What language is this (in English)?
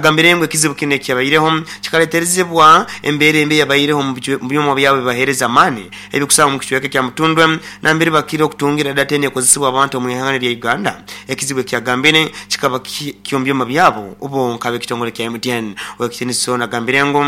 Nyoro